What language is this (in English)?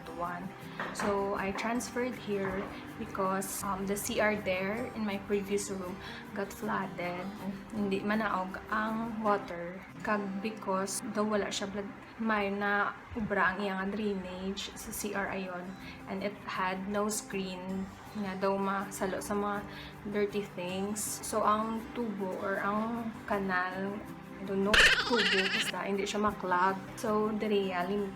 Hiligaynon